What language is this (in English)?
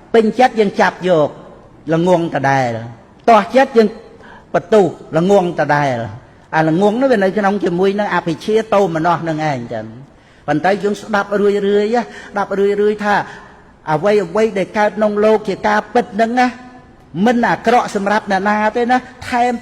Khmer